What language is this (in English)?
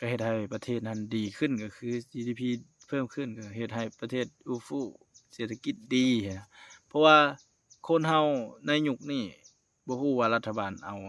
Lao